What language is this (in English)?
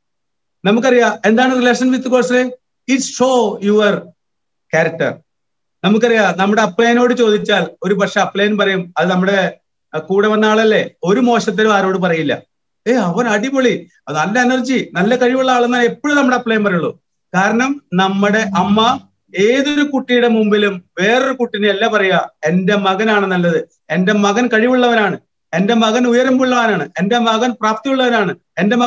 Malayalam